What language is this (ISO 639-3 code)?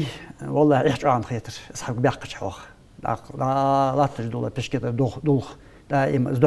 inh